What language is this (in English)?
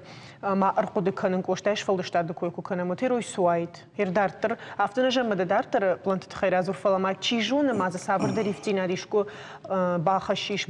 Ossetic